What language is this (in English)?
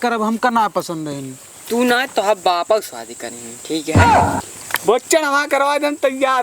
Awadhi